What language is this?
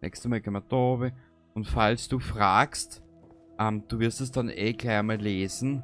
Bavarian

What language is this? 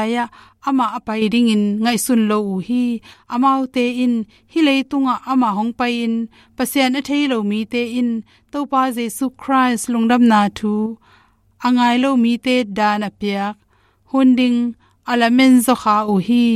Tedim Chin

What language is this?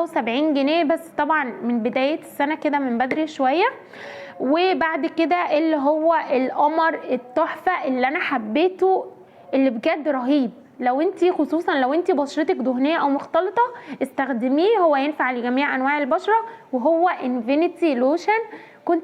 Egyptian Arabic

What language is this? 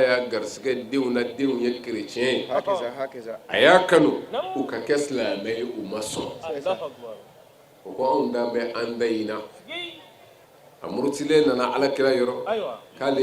Bambara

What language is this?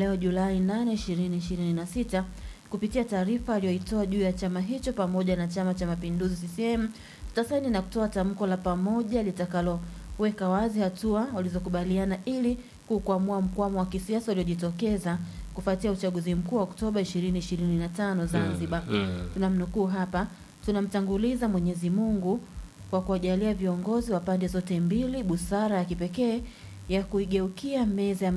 Swahili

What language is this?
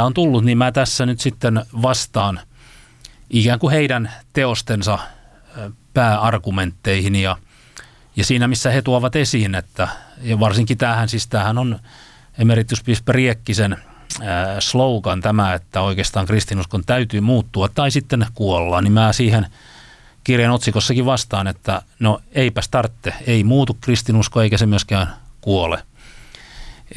Finnish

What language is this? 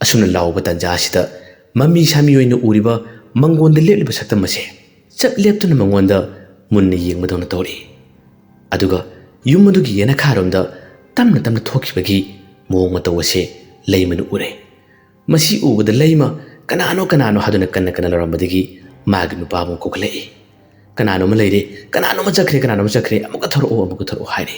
Manipuri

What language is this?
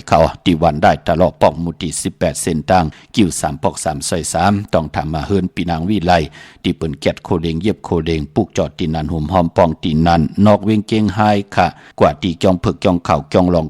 Shan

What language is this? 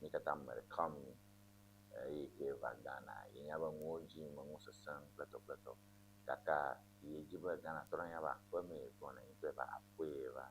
Ewe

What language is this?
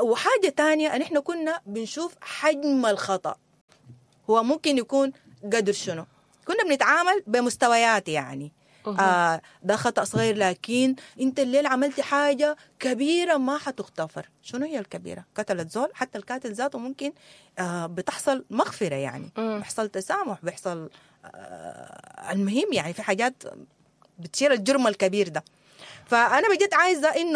Sudanese Arabic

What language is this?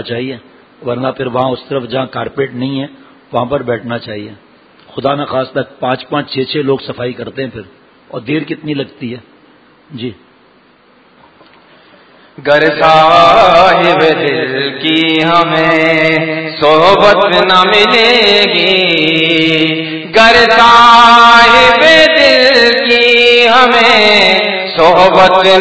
Urdu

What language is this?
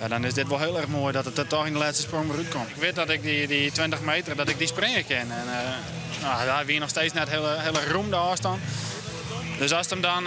Western Frisian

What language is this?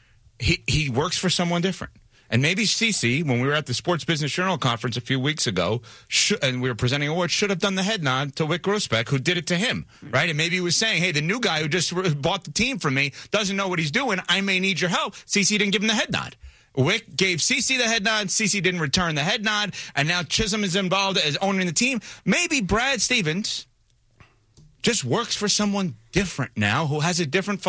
English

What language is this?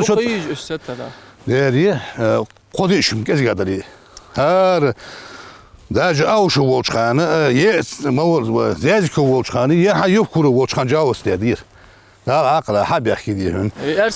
Ingush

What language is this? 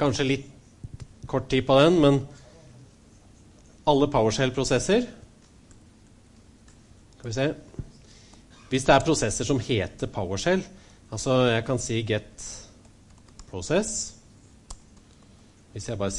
Norwegian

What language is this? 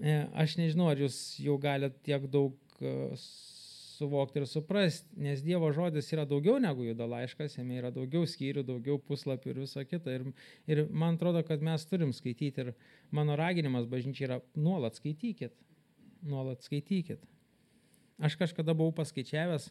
Lithuanian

